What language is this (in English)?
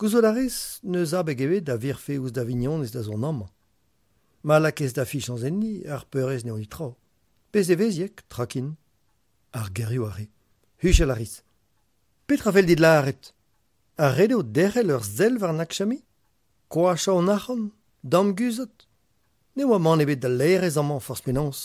Breton